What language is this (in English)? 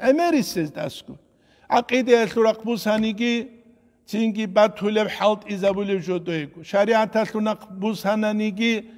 Avaric